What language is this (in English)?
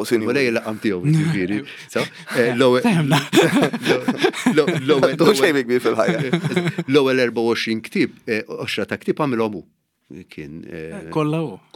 Maltese